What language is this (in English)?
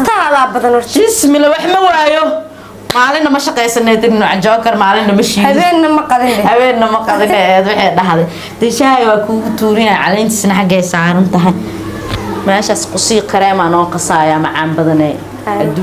Somali